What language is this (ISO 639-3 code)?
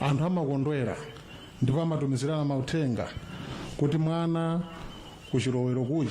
nya